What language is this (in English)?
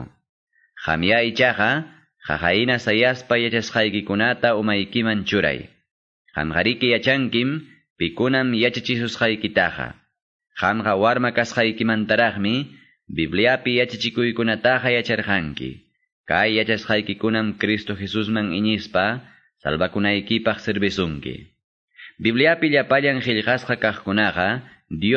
Quechua